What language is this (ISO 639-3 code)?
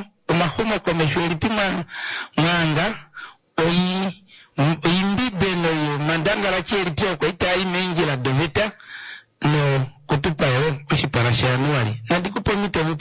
kua